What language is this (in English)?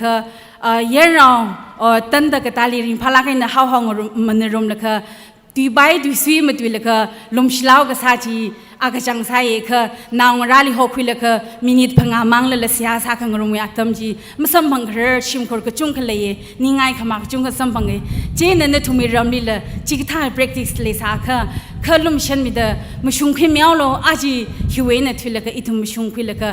Tangkhul Naga (India)